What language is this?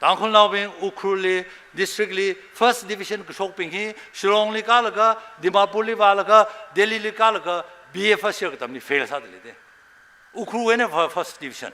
Tangkhul Naga (India)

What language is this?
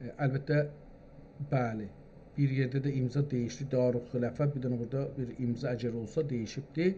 South Azerbaijani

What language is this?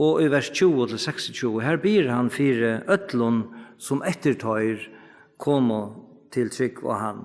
Faroese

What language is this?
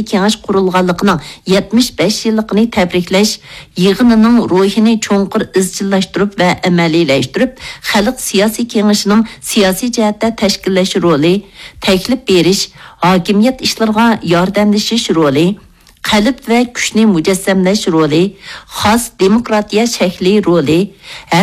Uyghur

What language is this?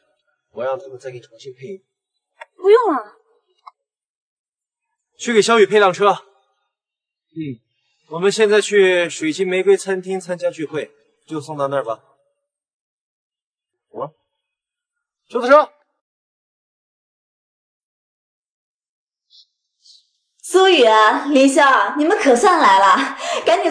Chinese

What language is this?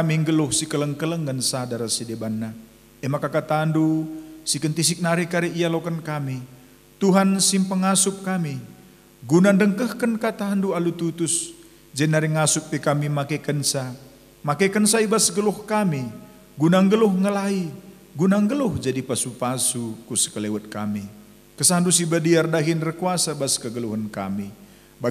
Batak Karo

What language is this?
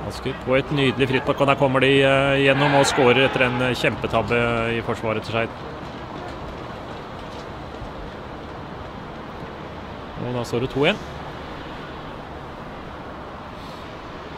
Norwegian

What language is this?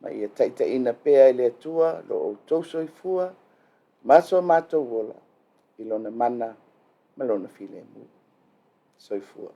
Samoan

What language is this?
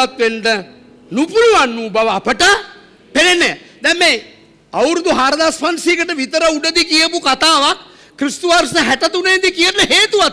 Sinhala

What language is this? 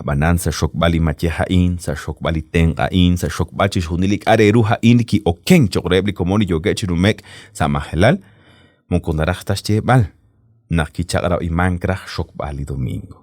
Kekchí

